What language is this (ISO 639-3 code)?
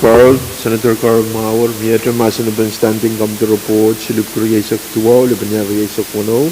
pon